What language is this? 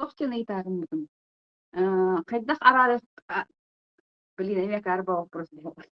Yakut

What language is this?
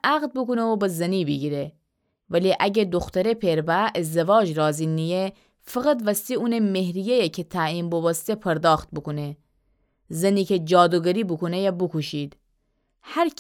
Gilaki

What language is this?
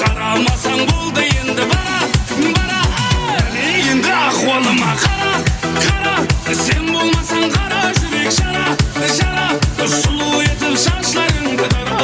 Kara-Kalpak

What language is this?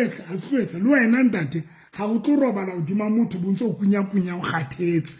Southern Sotho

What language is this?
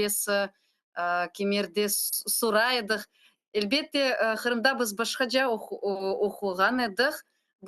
Crimean Tatar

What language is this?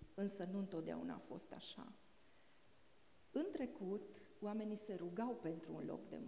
Romanian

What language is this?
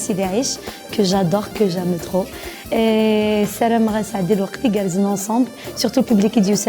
Kabyle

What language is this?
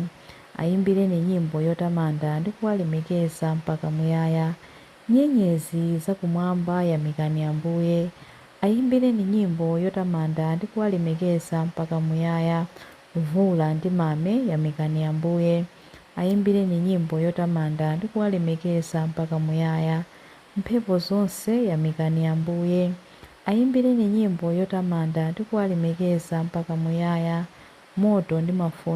Nyanja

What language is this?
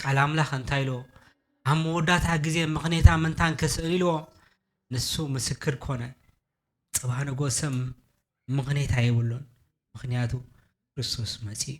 Tigrinya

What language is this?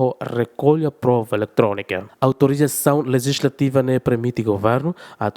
Tetum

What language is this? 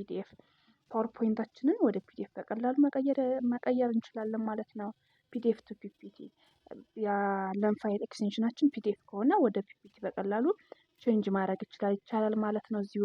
Amharic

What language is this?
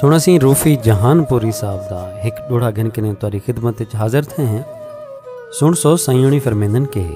Saraiki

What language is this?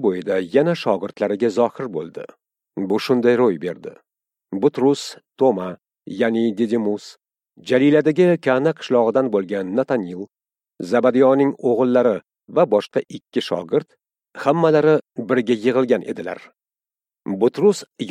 Uzbek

